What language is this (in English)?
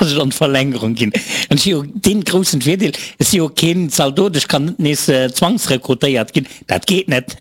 Luxembourgish